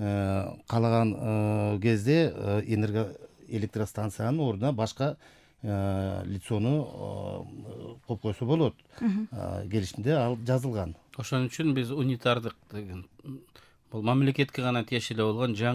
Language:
Kyrgyz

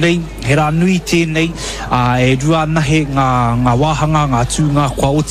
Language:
Māori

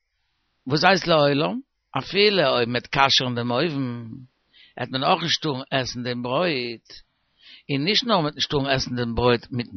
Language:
Yiddish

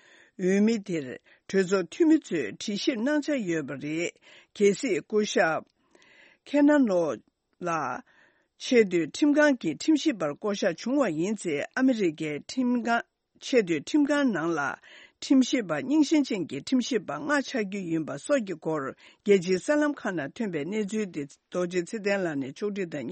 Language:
Tibetan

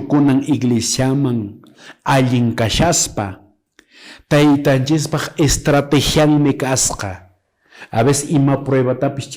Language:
Quechua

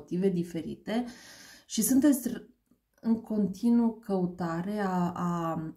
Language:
Romanian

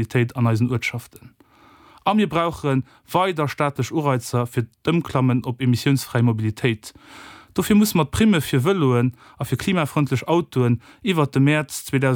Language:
Luxembourgish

